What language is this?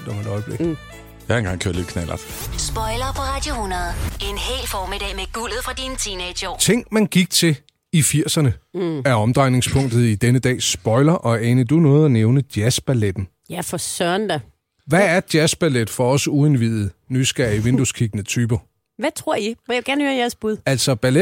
Danish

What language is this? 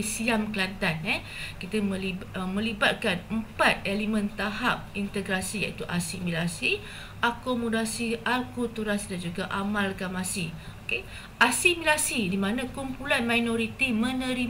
Malay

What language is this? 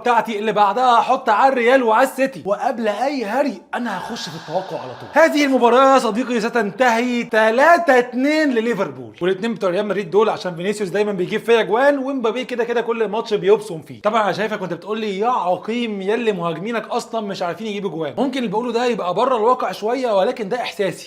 Egyptian Arabic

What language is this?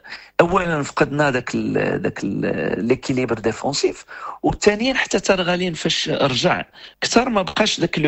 Moroccan Arabic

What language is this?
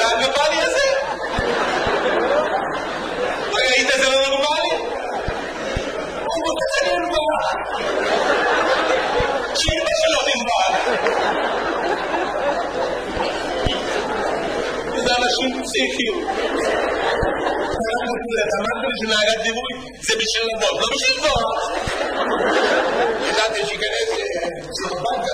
Hebrew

